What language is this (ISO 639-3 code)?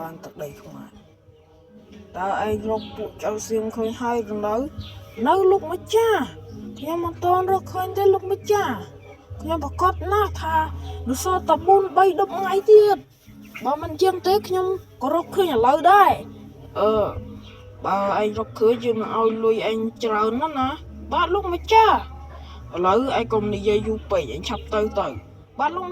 khm